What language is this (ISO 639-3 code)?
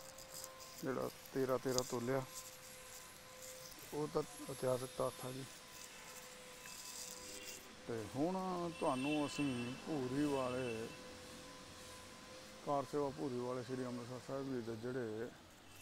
pan